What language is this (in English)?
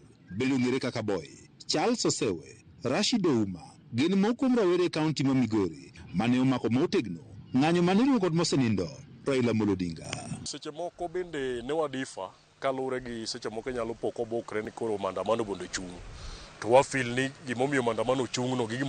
Luo (Kenya and Tanzania)